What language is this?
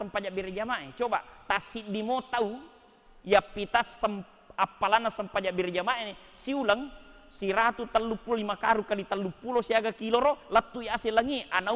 Buginese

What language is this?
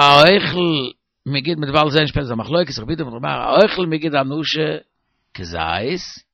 Yiddish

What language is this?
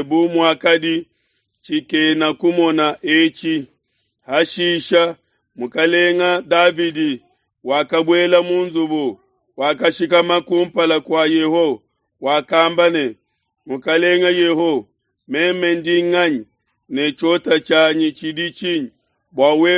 Luba-Lulua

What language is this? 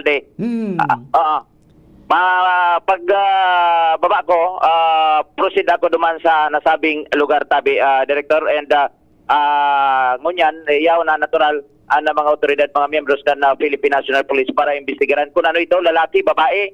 Bikol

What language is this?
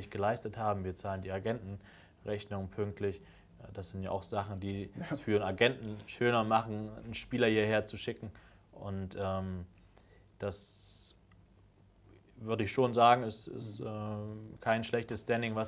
German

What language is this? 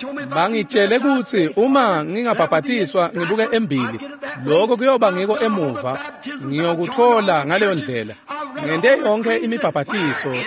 Swati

